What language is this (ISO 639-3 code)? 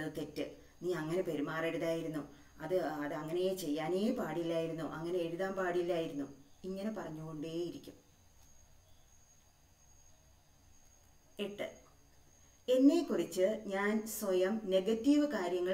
mal